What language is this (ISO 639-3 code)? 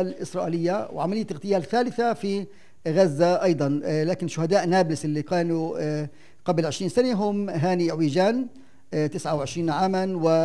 apc